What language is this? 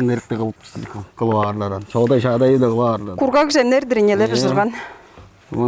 Tuvinian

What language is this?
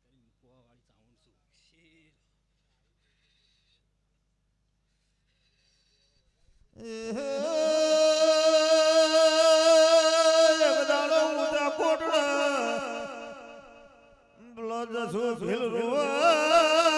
Gujarati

